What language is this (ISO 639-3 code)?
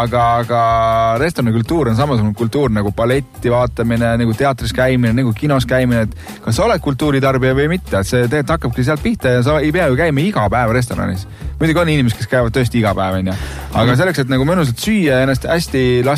est